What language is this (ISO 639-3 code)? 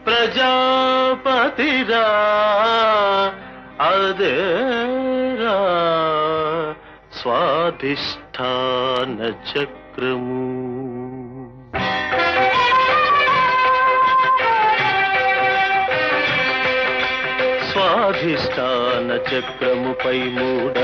tel